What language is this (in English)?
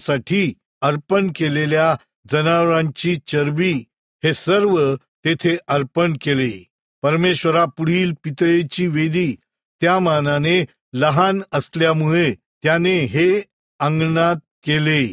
Marathi